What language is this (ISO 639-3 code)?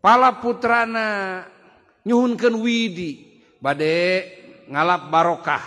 sun